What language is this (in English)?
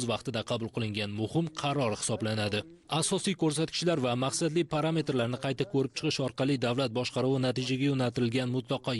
Uzbek